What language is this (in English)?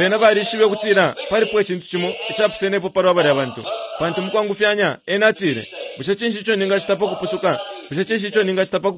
Bemba